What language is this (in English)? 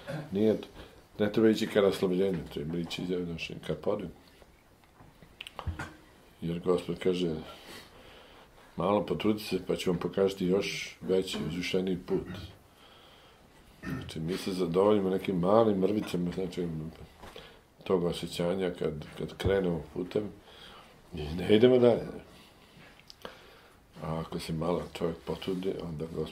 Serbian